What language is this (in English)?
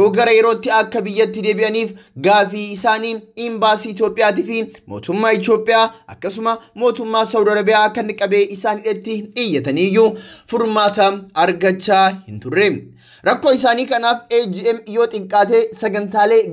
Oromo